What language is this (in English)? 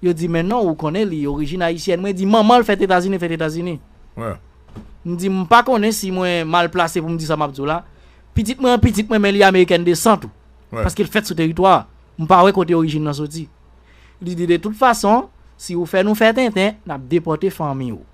Haitian Creole